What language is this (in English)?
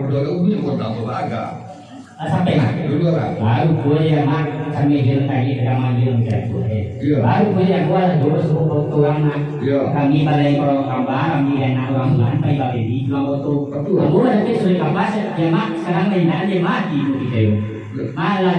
Minangkabau